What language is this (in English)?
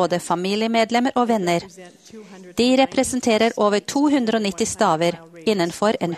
Norwegian